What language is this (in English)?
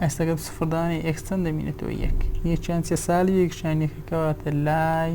Central Kurdish